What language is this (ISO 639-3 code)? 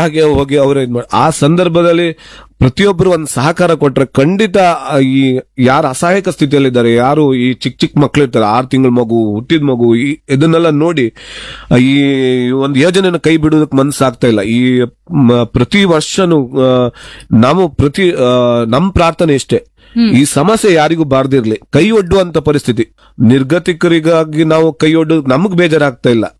kan